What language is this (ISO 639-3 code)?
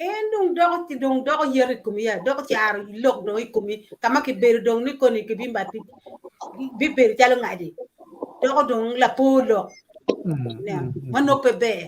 ach